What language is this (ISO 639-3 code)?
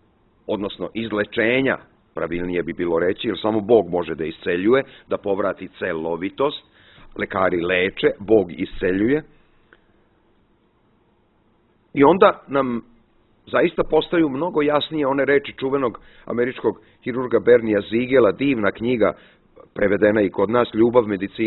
srp